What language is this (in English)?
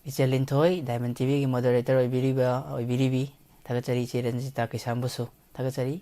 Manipuri